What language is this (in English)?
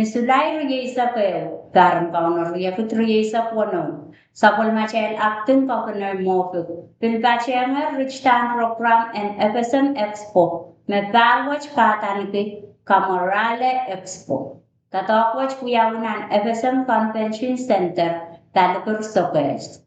Pohnpeian